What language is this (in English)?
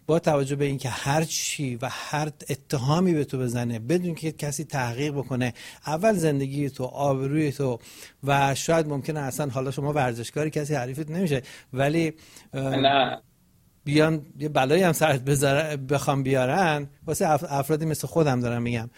Persian